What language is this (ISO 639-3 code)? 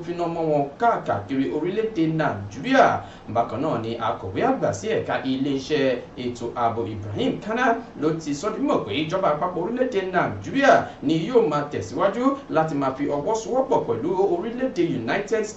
yor